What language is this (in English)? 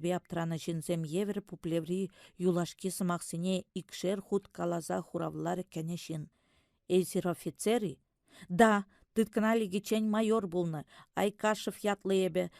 Chuvash